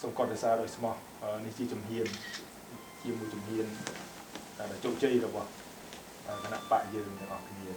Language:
Khmer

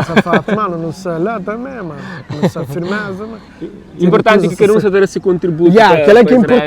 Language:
Kabuverdianu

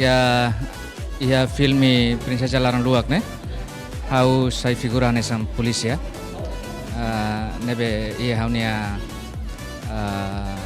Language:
Tetum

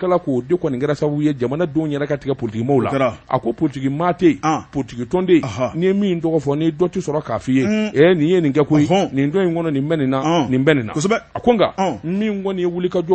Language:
Bambara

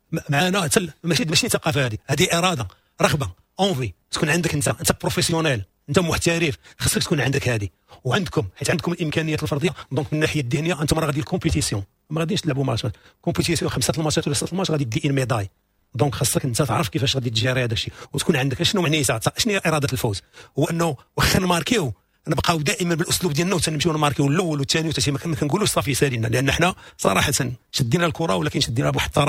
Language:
Moroccan Arabic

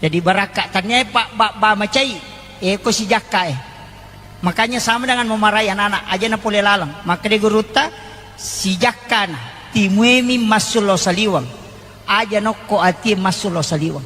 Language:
Buginese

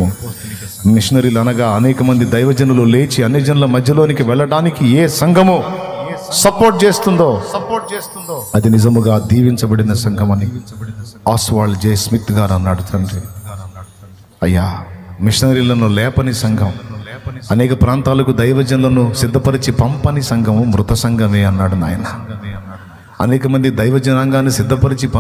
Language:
Telugu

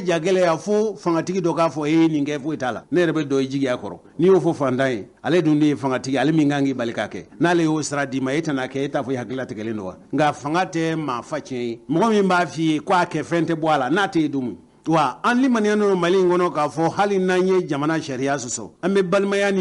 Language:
Bambara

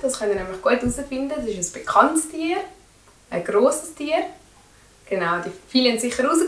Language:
Swiss German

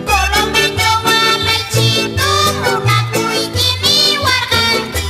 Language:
South Bolivian Quechua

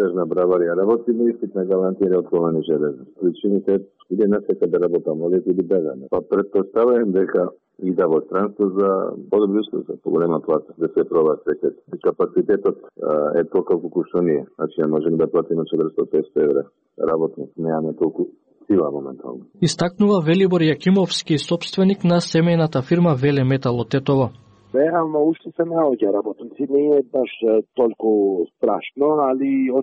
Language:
Macedonian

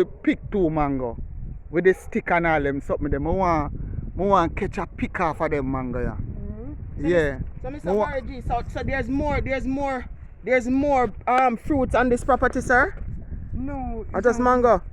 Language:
Jamaican Creole English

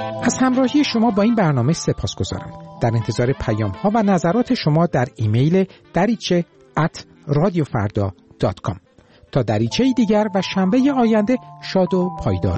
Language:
Persian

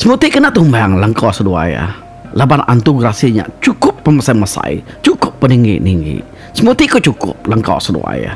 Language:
Iban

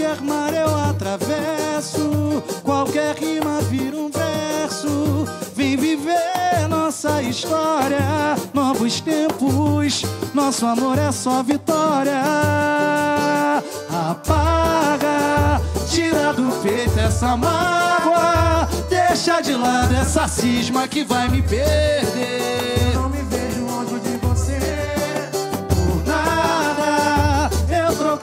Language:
Portuguese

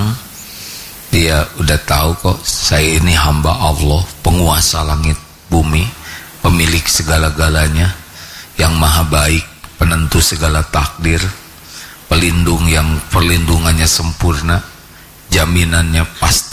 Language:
Indonesian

